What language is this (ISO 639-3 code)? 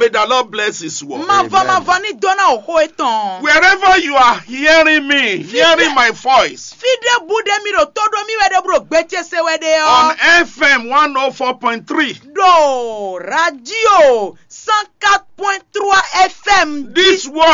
fon